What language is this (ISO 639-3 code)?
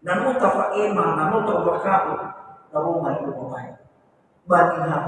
nia